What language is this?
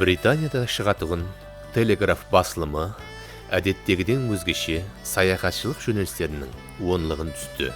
Kara-Kalpak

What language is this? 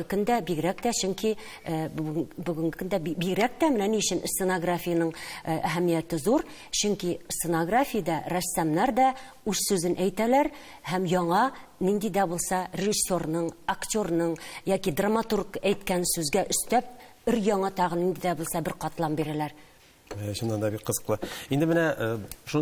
Tatar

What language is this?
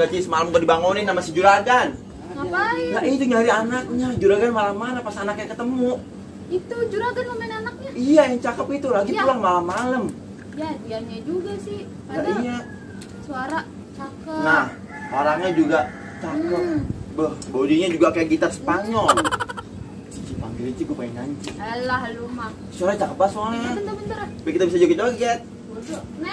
Betawi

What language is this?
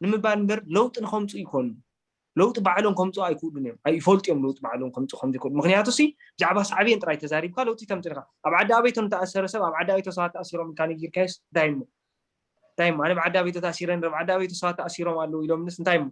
Tigrinya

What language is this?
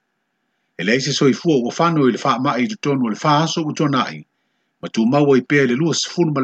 Samoan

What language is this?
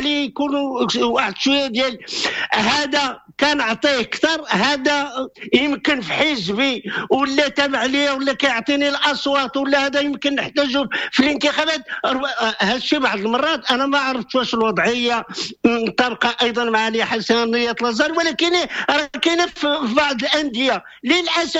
Moroccan Arabic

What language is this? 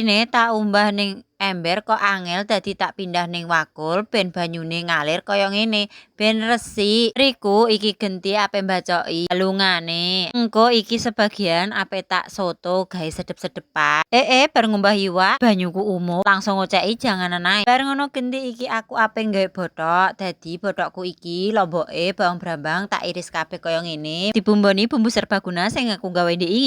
Javanese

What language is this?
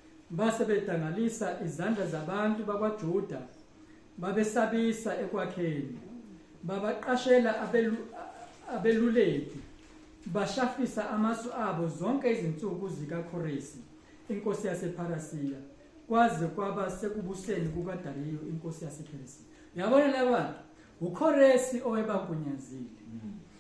Zulu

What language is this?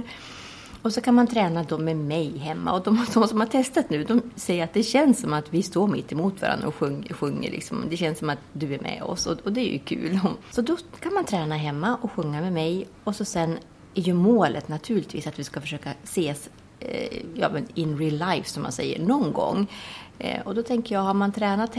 Swedish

